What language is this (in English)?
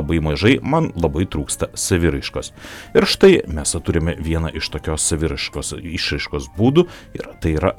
Lithuanian